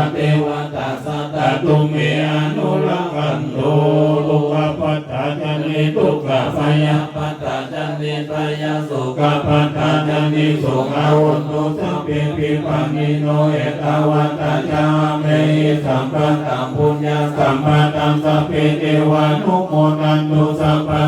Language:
Pali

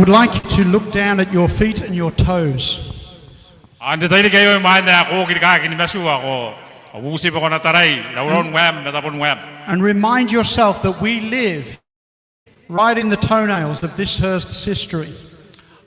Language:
Gilbertese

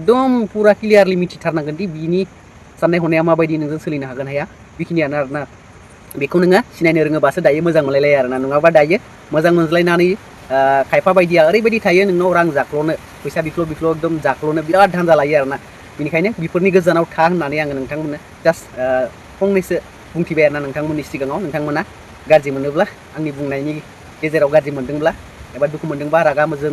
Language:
Bodo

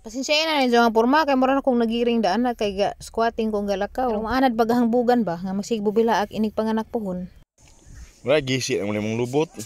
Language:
Cebuano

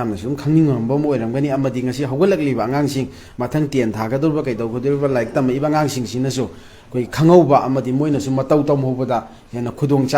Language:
Manipuri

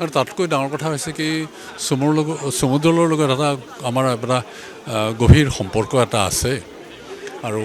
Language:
Assamese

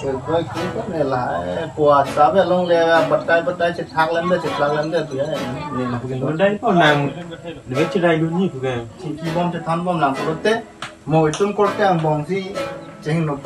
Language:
Karbi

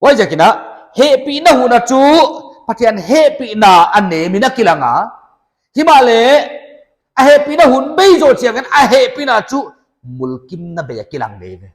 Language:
Paite Chin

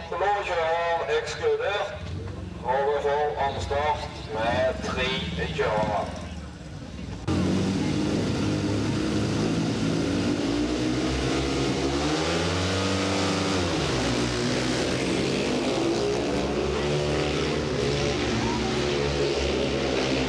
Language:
Norwegian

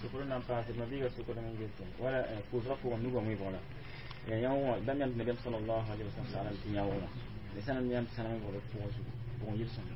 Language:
Mossi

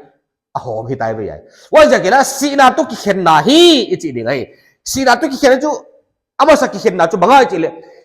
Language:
Paite Chin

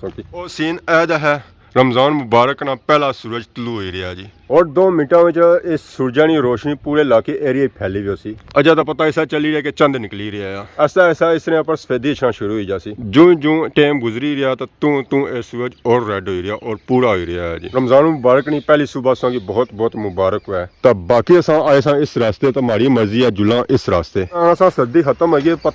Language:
Pahari-Potwari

